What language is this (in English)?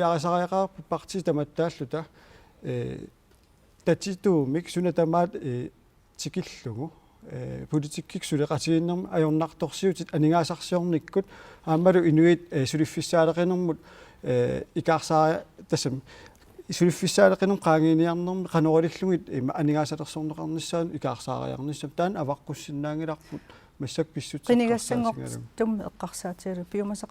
Kalaallisut